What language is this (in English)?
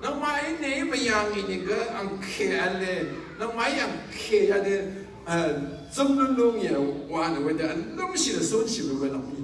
Rawang